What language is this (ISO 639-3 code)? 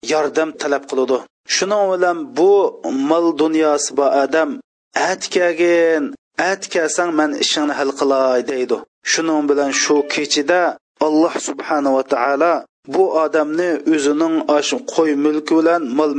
uig